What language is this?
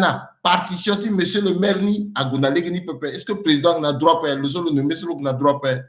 Sango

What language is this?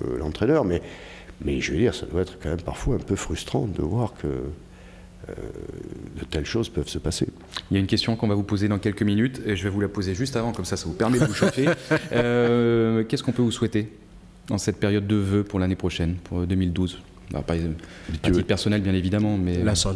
French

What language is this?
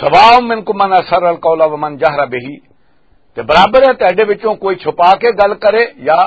Western Panjabi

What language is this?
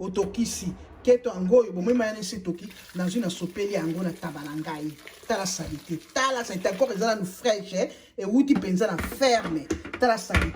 Lingala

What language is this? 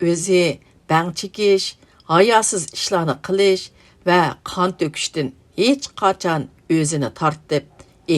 Uyghur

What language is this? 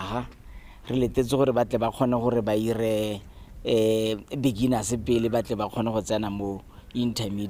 Tswana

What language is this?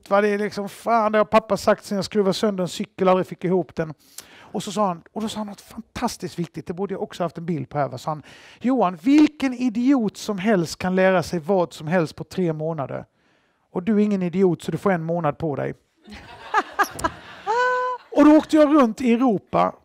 Swedish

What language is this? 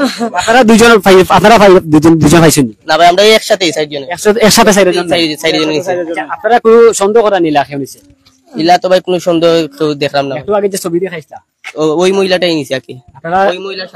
Sylheti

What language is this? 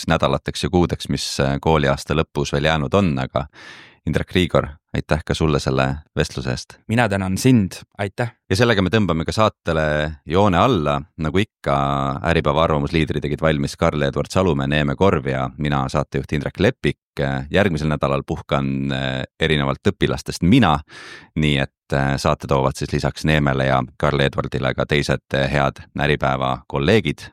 Estonian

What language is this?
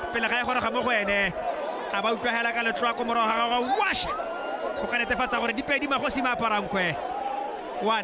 Tswana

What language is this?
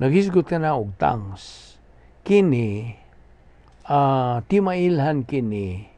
Cebuano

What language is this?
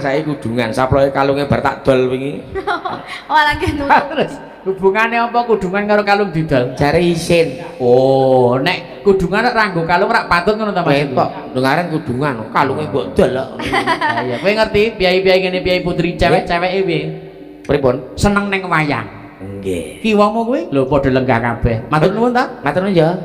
Javanese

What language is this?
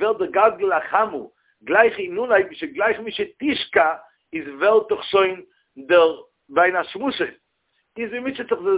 Yiddish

